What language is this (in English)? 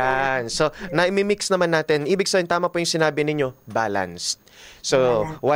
Filipino